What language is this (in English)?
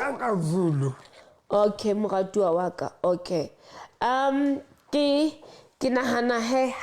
Southern Sotho